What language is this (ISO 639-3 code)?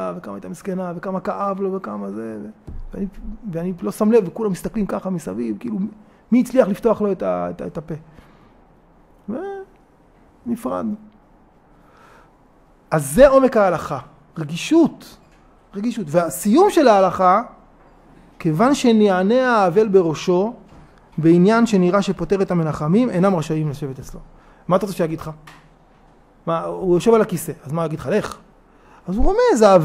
heb